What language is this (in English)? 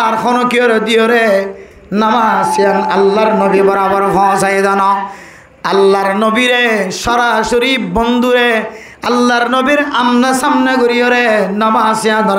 Rohingya